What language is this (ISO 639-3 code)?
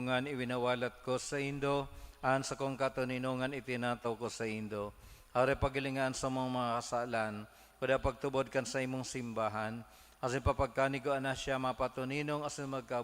bik